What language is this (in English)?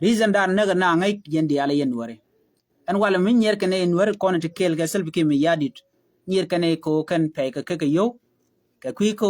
Nuer